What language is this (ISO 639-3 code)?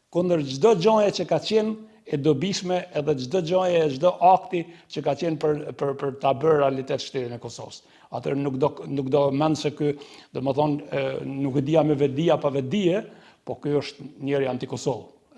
sqi